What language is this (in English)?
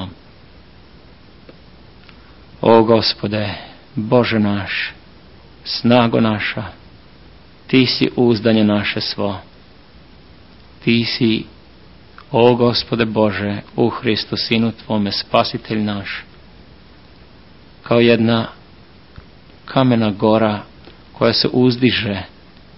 Serbian